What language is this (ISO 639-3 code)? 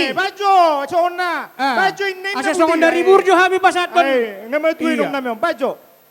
bbc